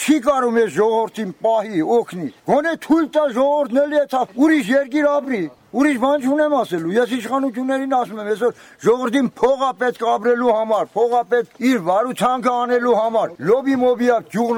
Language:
Armenian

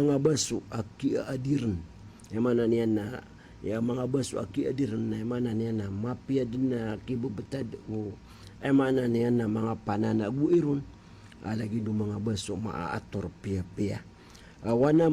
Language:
Maranao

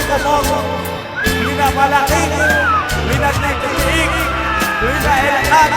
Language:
Kekchí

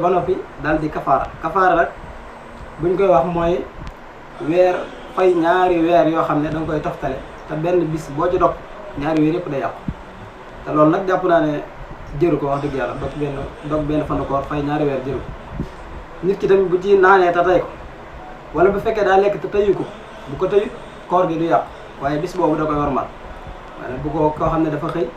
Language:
Wolof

